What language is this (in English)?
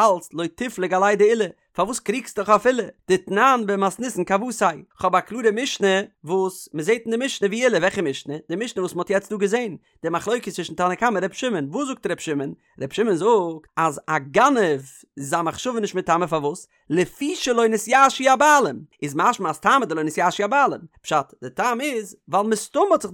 Yiddish